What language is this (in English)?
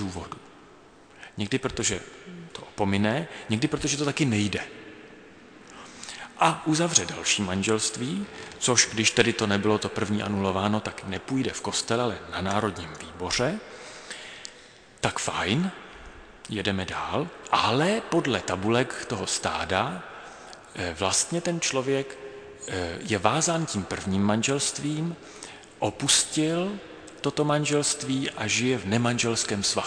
Czech